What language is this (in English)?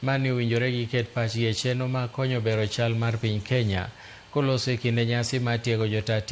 Luo (Kenya and Tanzania)